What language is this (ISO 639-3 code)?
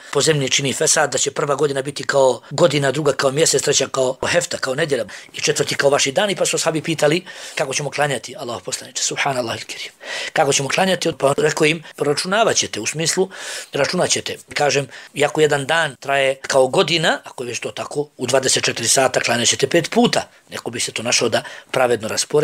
bos